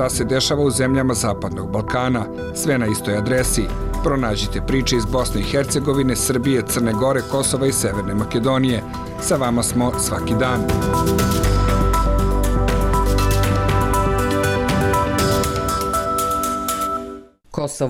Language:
Bosnian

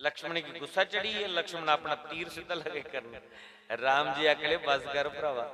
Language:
Dogri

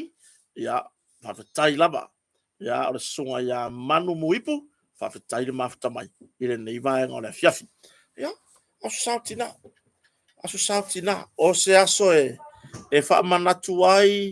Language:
Samoan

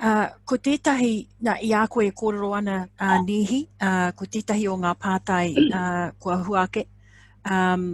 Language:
Māori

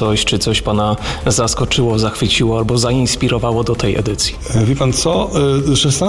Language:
Polish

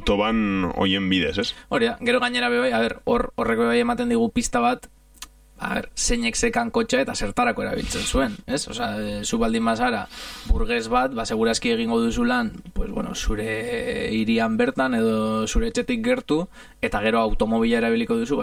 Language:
Basque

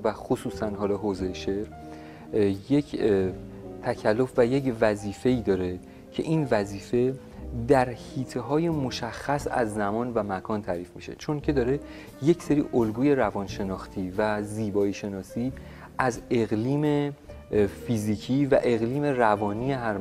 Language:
Persian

